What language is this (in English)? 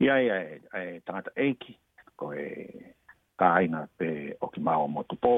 Tongan